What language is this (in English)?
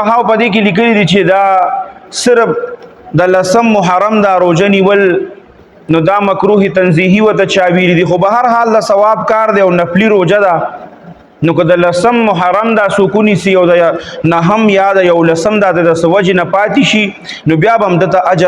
Pashto